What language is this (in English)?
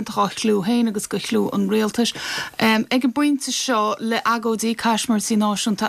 Irish